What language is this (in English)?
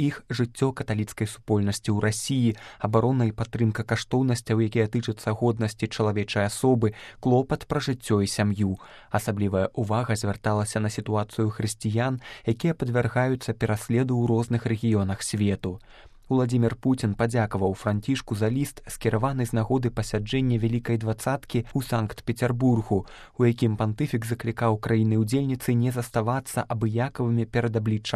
Belarusian